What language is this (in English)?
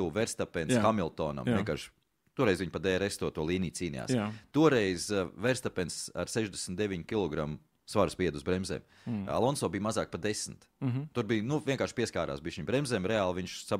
Latvian